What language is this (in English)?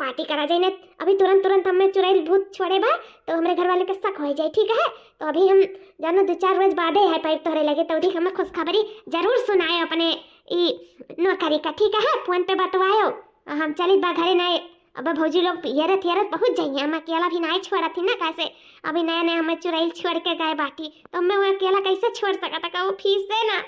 Awadhi